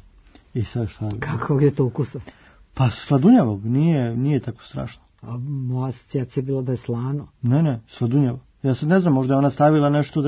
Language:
Serbian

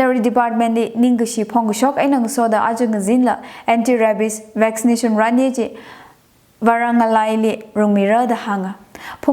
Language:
Tangkhul Naga (India)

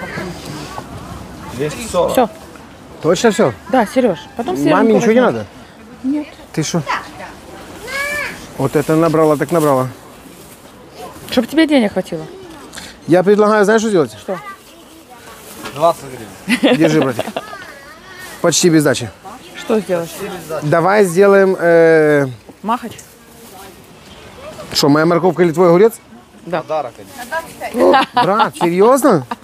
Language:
Russian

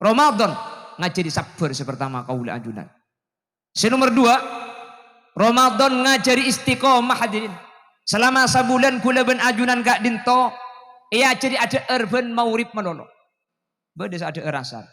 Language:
Madurese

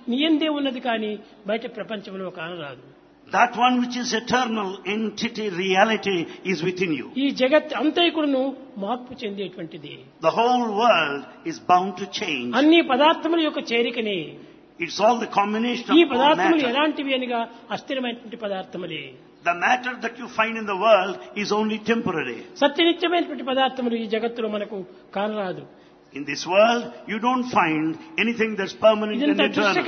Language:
Telugu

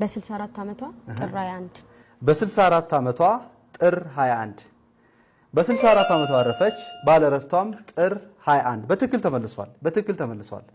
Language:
Amharic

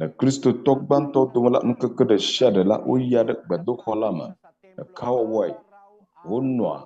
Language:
Ewe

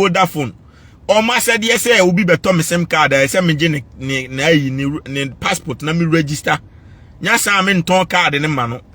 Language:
Akan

